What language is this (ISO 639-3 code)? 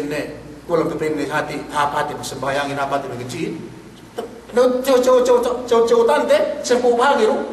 yka